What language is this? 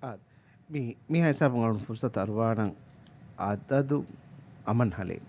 Divehi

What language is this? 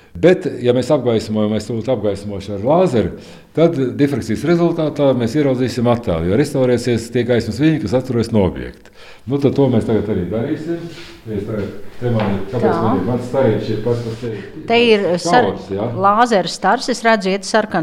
Latvian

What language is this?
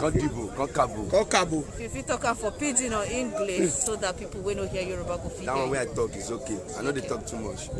Nigerian Pidgin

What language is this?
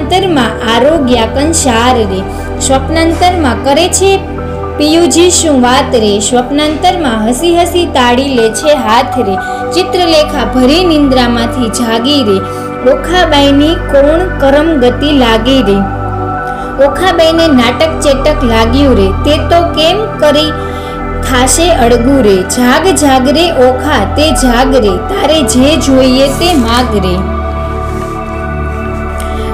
Gujarati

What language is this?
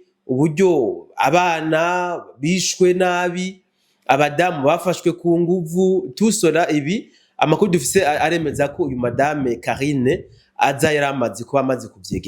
Rundi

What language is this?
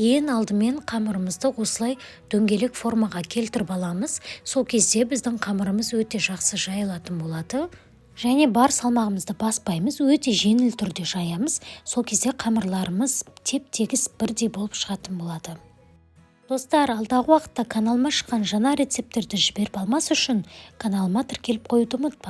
Kazakh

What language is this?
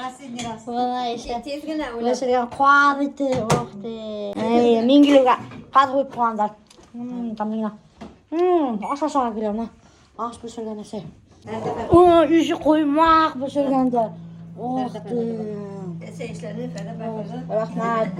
Bashkir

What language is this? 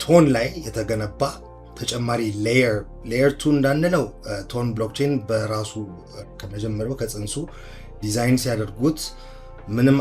Amharic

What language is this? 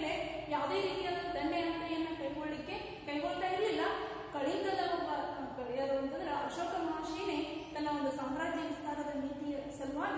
Kannada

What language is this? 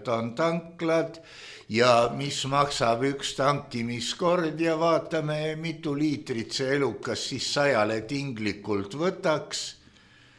Estonian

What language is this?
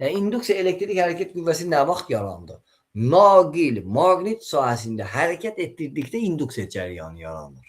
Azerbaijani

